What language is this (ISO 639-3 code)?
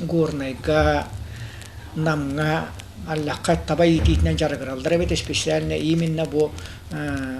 sah